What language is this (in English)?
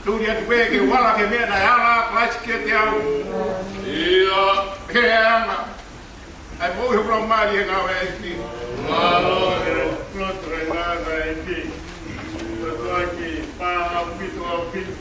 Tongan